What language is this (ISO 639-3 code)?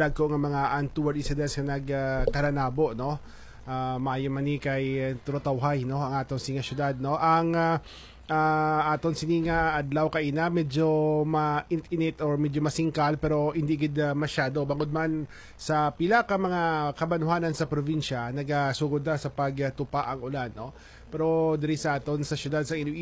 hil